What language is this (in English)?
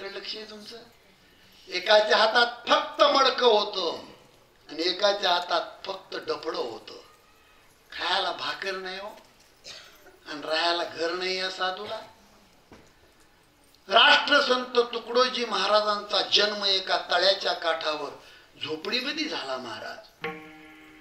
Marathi